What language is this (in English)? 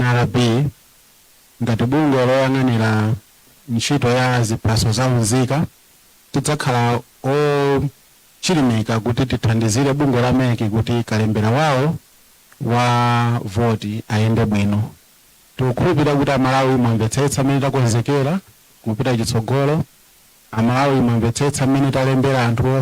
Nyanja